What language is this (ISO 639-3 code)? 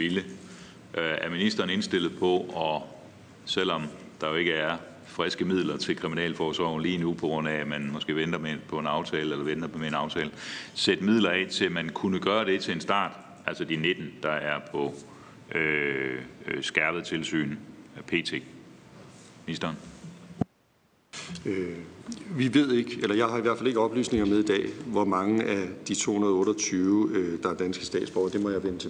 dan